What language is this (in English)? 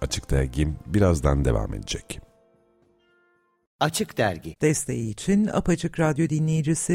Turkish